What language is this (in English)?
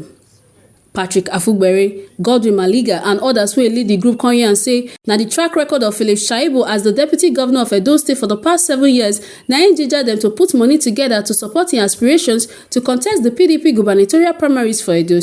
Nigerian Pidgin